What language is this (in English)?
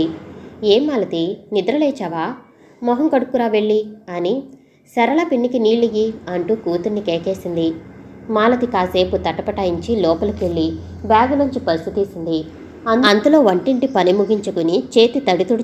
Telugu